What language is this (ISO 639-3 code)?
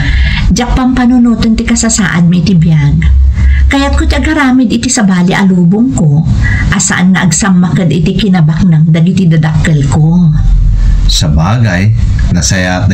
ilo